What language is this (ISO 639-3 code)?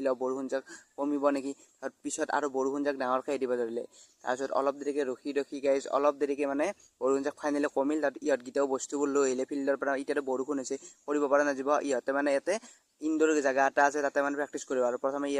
asm